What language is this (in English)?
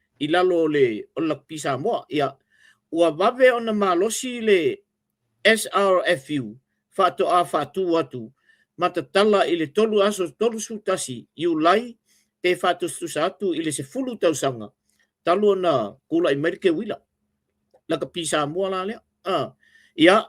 Samoan